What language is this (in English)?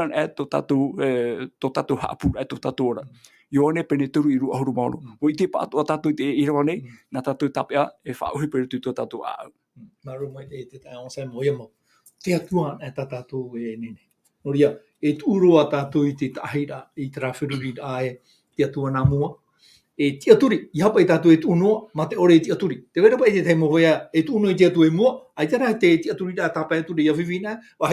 Tahitian